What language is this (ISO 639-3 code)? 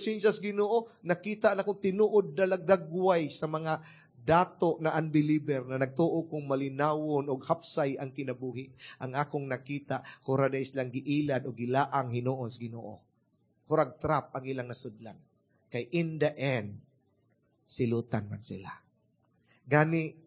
ceb